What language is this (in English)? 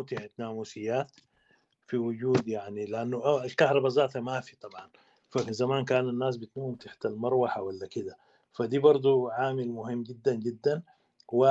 Sudanese Arabic